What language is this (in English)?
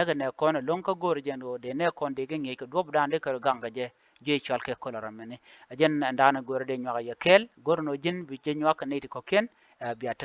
Nuer